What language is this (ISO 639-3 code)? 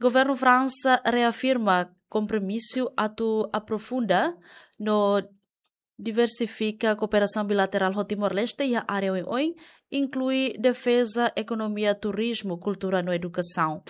tet